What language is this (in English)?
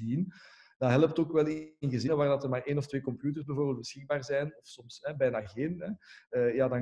Dutch